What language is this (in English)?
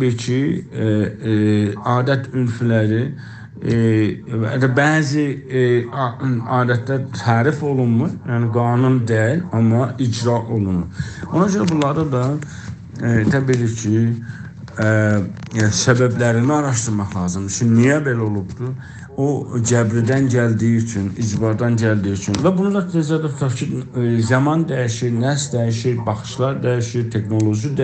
South Azerbaijani